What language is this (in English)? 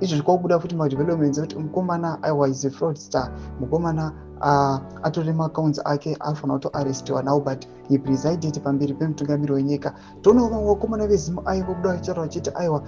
Shona